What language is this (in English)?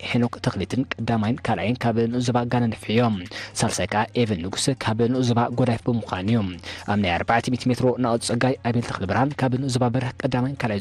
Tigrinya